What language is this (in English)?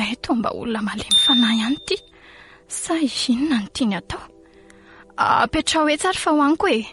Malagasy